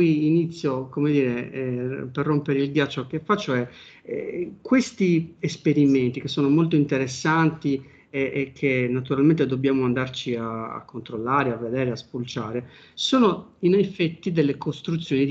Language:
Italian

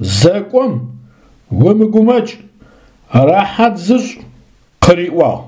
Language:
Adyghe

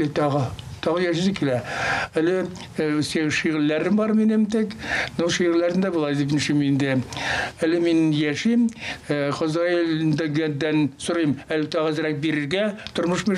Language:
Tatar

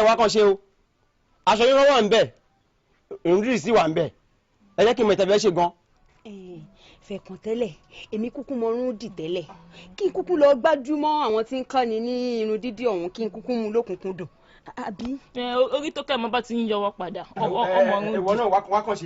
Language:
Yoruba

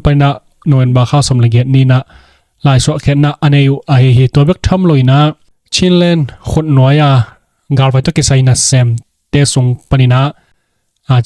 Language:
Tedim Chin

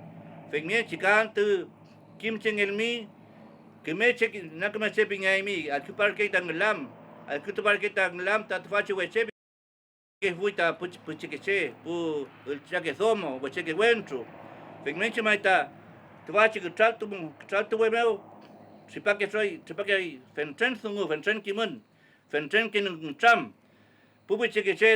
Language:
Mapuche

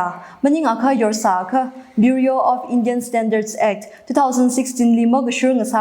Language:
Tangkhul Naga (India)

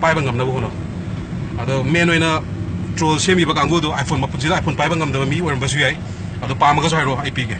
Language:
Manipuri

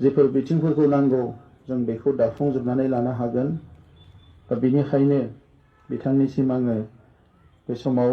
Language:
Bodo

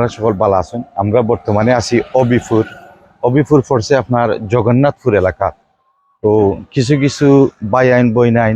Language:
Sylheti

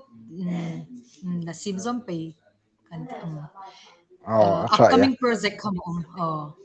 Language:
Hmar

